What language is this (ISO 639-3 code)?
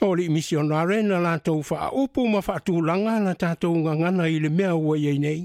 smo